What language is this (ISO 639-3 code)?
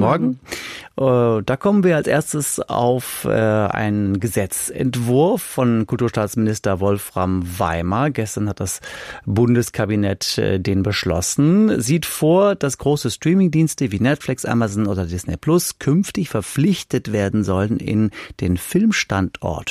deu